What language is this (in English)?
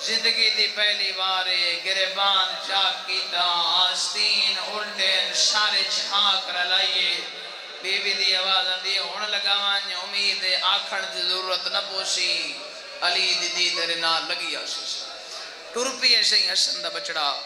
Saraiki